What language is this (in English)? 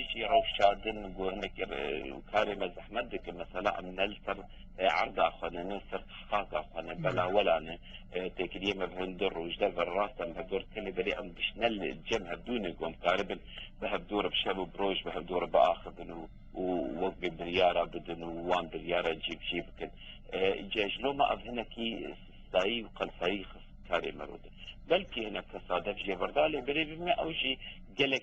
Kurdish